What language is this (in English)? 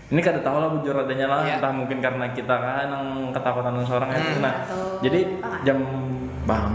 Banjar